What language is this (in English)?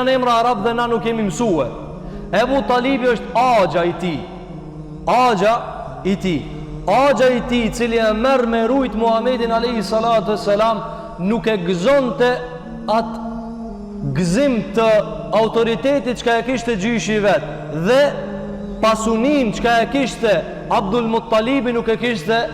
Albanian